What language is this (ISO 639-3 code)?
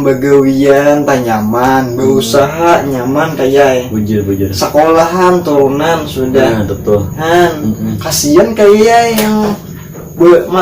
bjn